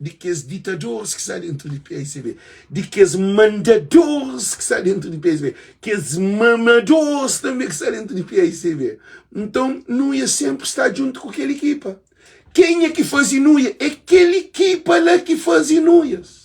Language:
Kabuverdianu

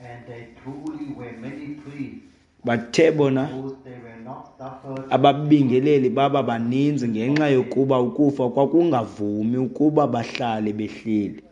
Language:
Xhosa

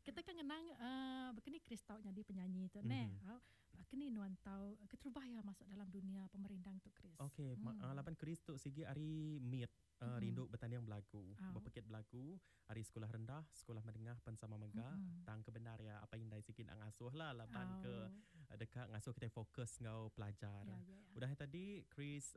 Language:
Iban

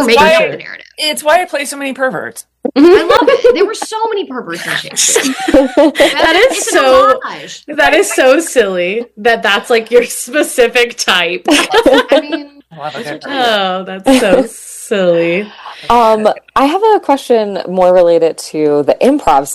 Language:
English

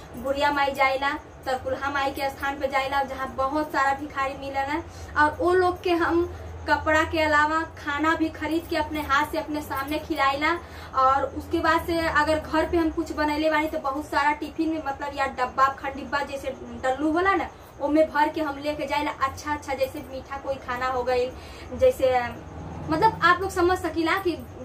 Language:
Bhojpuri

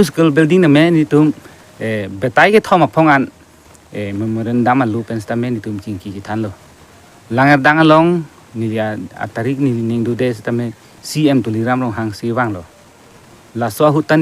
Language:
Karbi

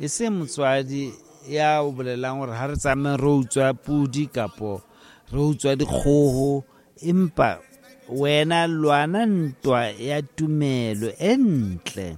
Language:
Southern Sotho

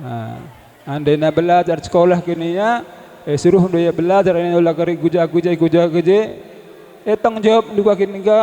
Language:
Batak Karo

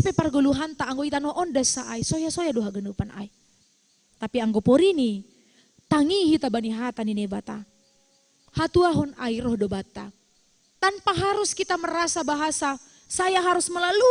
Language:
Batak Simalungun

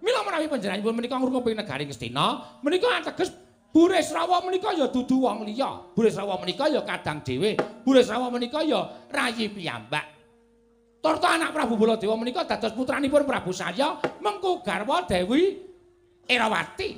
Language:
Javanese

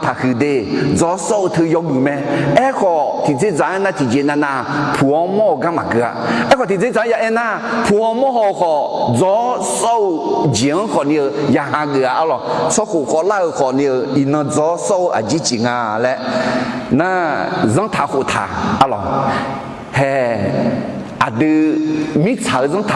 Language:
Akha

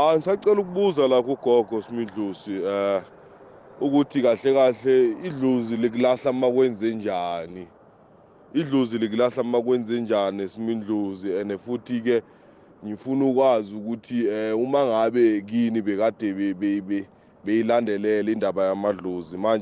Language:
South Ndebele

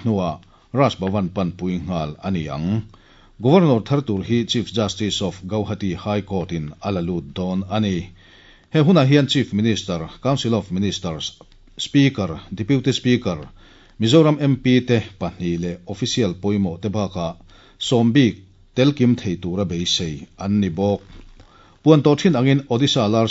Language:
Mizo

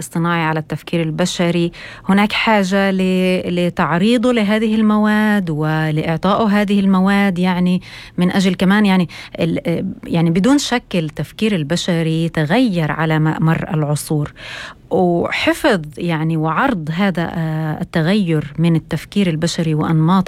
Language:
North Levantine Arabic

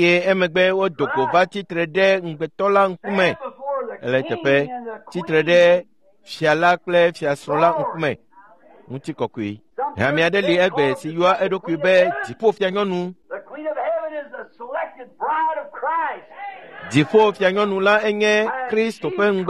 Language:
Ewe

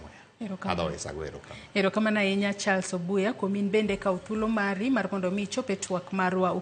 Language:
Luo (Kenya and Tanzania)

